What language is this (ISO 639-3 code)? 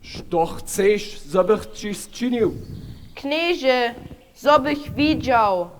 hsb